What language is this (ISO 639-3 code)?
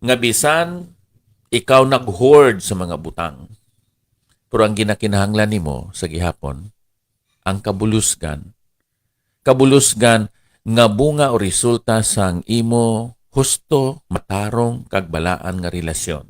hil